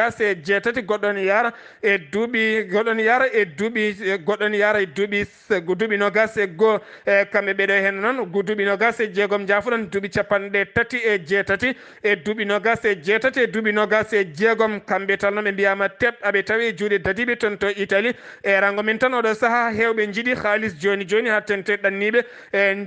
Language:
Fula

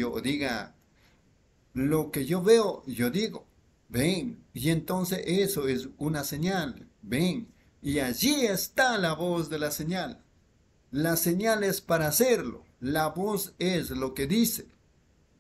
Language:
Spanish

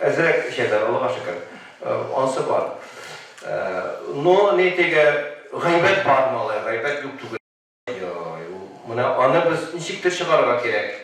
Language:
Tatar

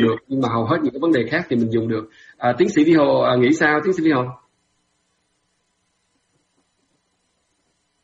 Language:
Vietnamese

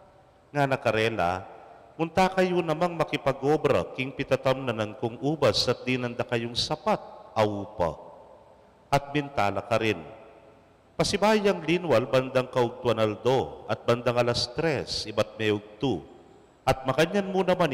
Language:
Pampanga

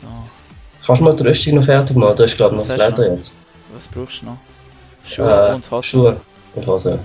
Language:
Swiss German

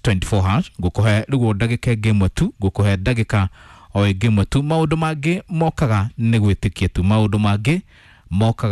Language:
Kikuyu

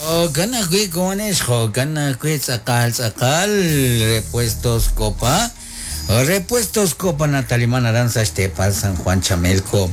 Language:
Kekchí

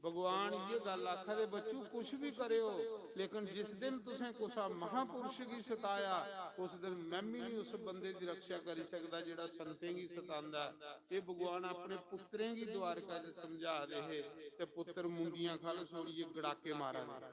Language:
Dogri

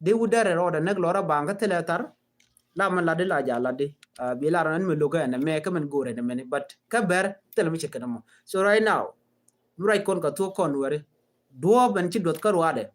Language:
Nuer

